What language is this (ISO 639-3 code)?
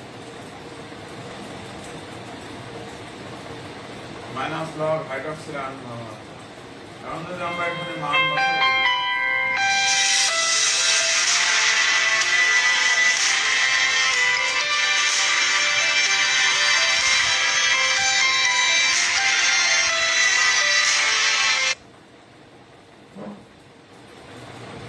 ben